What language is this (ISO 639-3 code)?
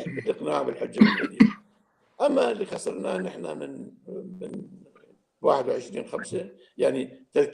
apc